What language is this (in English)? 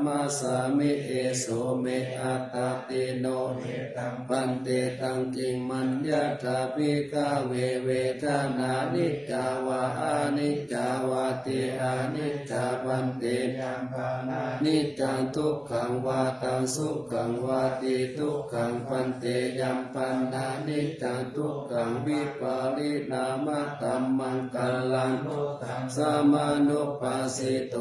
Pali